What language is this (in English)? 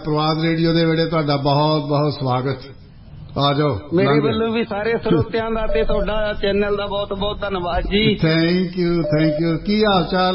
Punjabi